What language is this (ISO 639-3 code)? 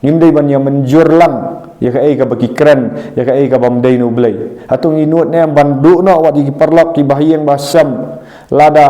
kha